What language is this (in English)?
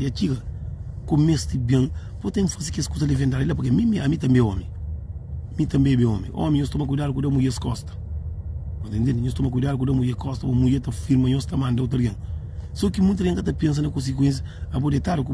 Kabuverdianu